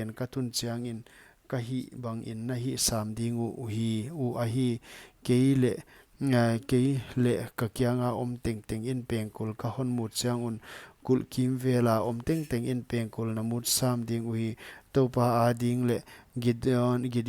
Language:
Paite Chin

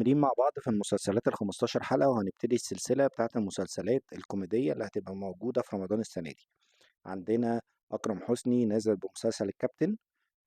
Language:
Egyptian Arabic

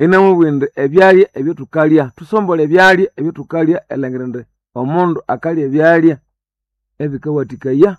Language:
Nande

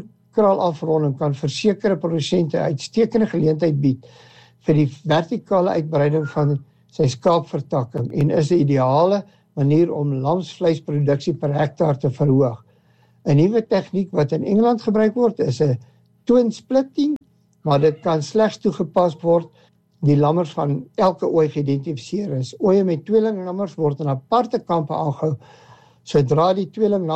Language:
Afrikaans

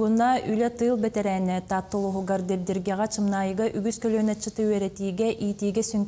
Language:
Yakut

